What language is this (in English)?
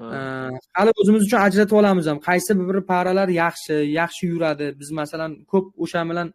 Uzbek